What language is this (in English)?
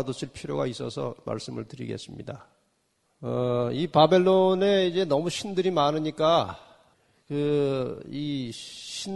Korean